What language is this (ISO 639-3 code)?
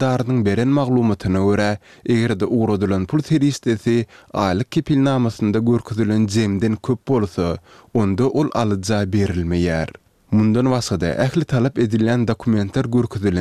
tuk